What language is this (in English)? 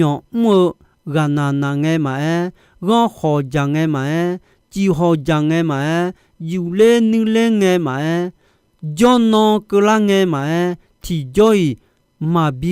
Akha